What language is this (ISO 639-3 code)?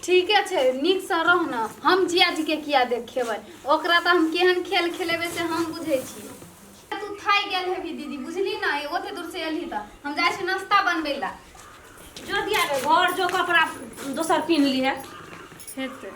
mai